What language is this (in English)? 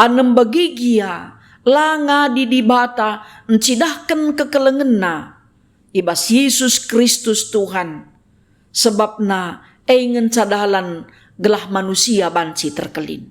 Batak Karo